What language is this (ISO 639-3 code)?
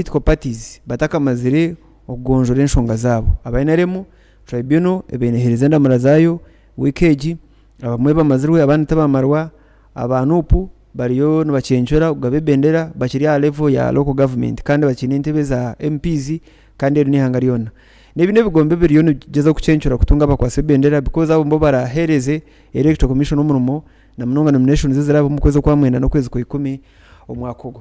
nyn